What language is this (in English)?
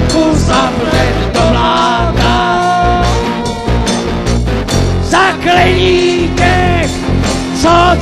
Czech